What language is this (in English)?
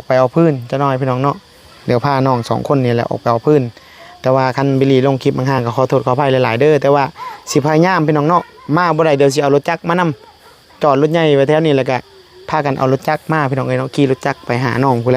Northeastern Thai